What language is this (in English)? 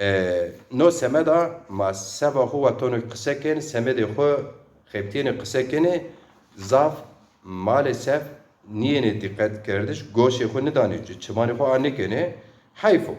Zaza